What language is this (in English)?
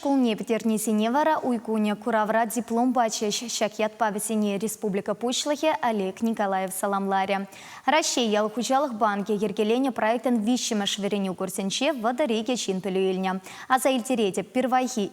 Chuvash